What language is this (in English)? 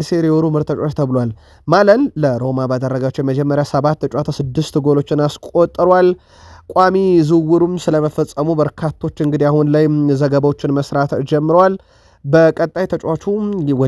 Amharic